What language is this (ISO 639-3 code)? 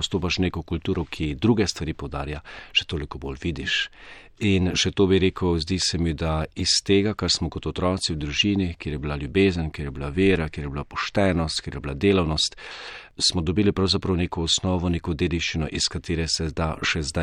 slv